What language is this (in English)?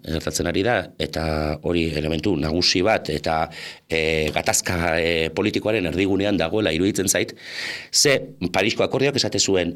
Basque